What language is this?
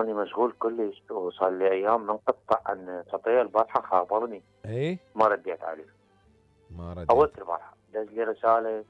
Mesopotamian Arabic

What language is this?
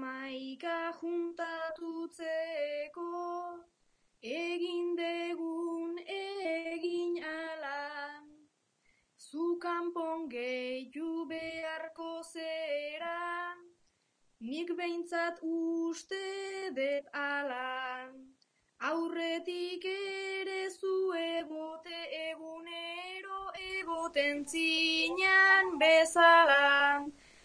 Basque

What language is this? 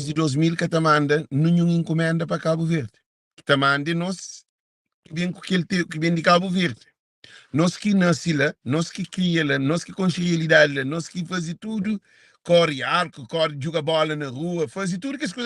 Kabuverdianu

